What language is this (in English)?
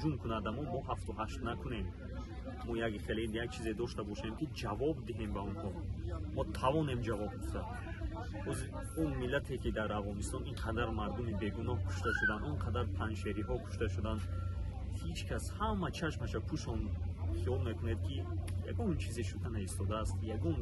Tajik